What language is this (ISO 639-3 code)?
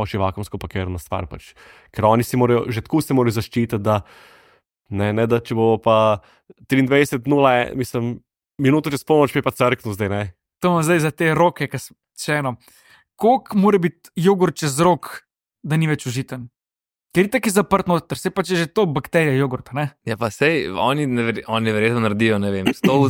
slv